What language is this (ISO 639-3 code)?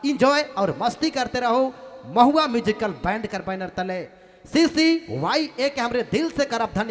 sck